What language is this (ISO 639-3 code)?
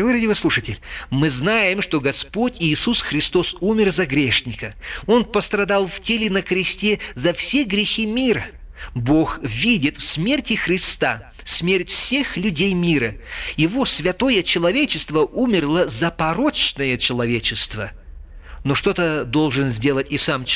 rus